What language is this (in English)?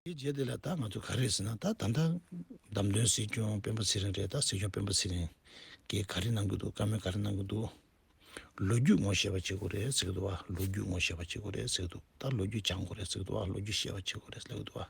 Tibetan